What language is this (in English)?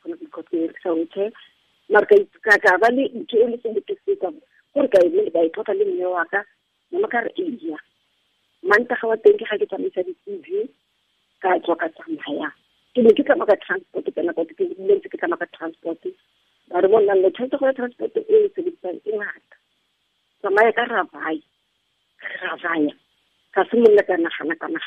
Tswana